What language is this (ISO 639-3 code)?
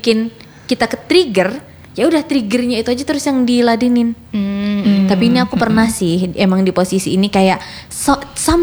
ind